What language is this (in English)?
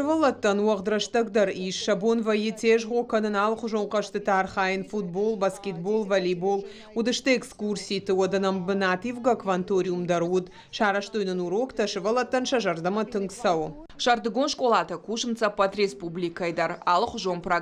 Ossetic